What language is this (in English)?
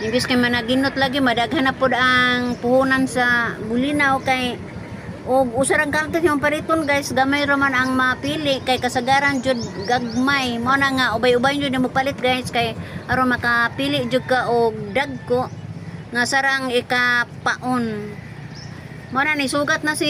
Cebuano